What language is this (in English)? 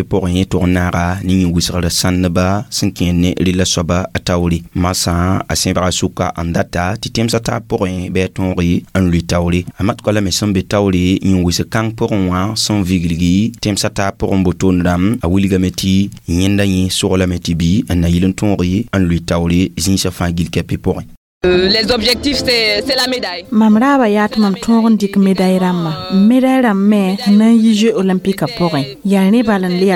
Mossi